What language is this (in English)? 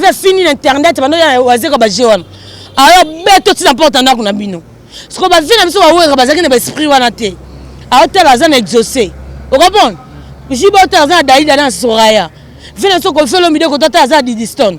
Lingala